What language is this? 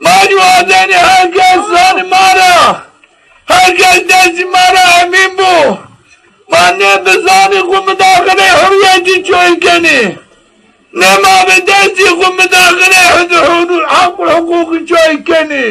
Zaza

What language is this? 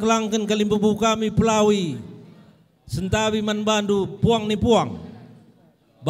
Batak Karo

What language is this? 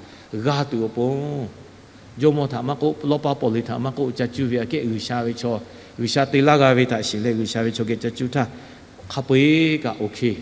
Lahu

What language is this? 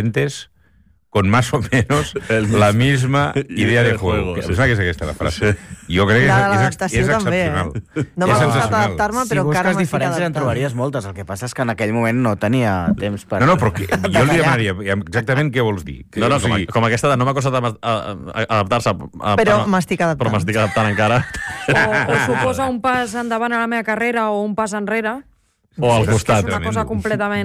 Catalan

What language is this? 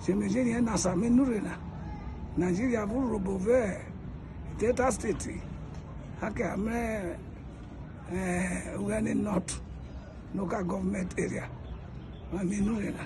Urhobo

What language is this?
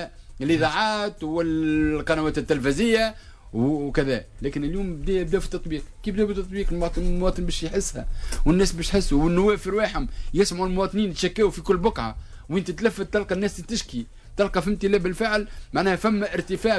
Tunisian Arabic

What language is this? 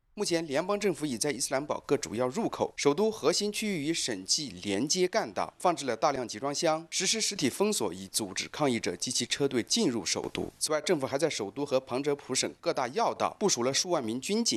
Chinese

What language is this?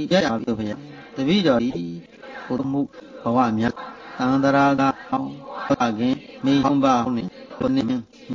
Burmese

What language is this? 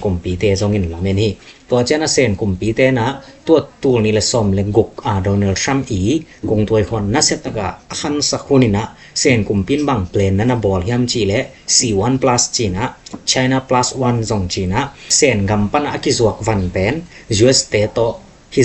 Tedim Chin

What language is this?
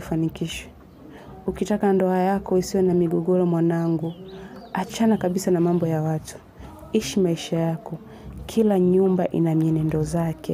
Swahili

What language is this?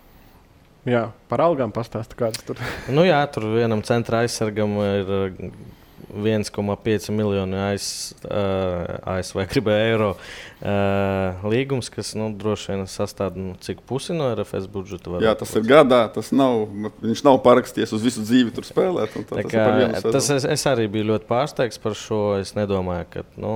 Latvian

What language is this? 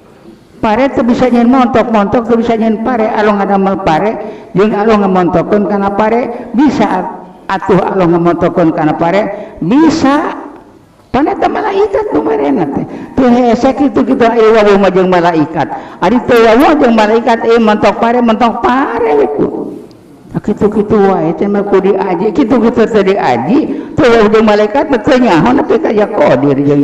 Sundanese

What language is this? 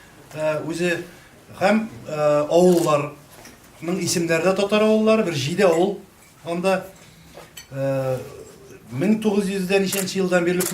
Tatar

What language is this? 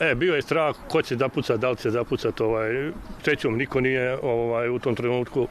Bosnian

